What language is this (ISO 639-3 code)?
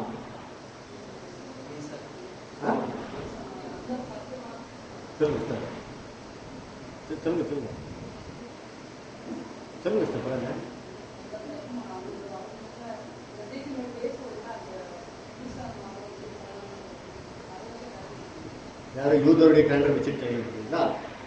tam